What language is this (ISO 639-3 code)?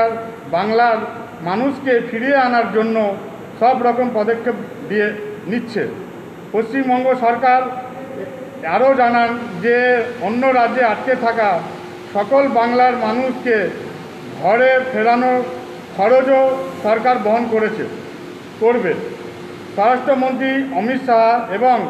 ben